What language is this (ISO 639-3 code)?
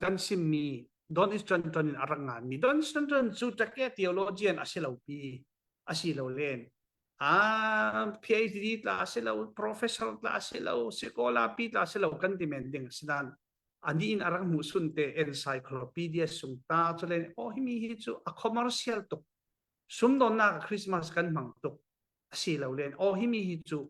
cfm